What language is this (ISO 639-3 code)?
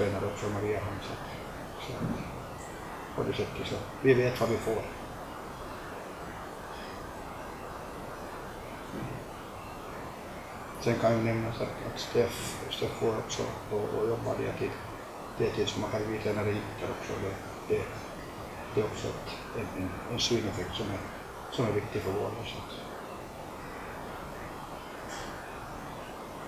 swe